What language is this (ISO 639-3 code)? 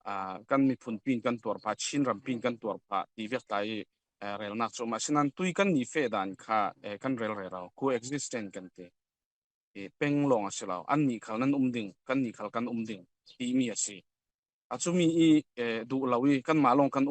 cfm